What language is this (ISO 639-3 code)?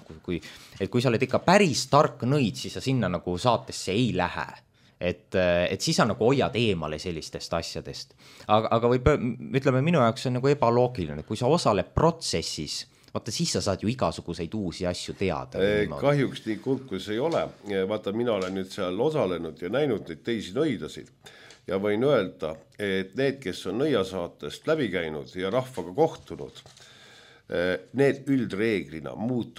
est